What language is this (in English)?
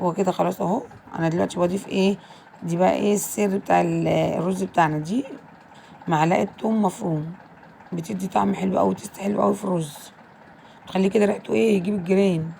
Egyptian Arabic